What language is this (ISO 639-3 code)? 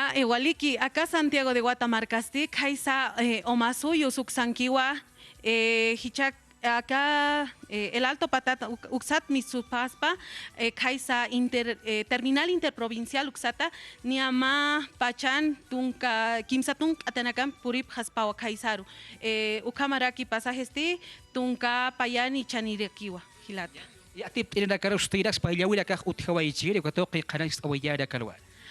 aym